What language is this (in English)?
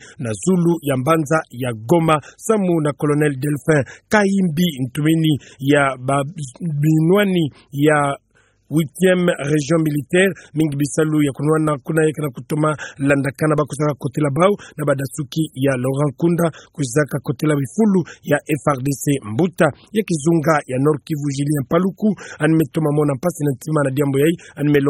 Kituba (Democratic Republic of Congo)